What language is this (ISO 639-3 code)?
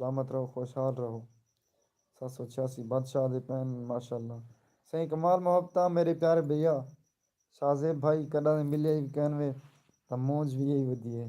skr